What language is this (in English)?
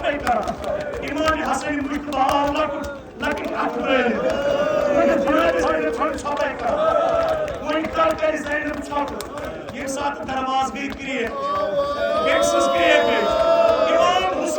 Kashmiri